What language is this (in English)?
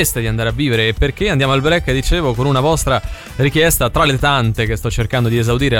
Italian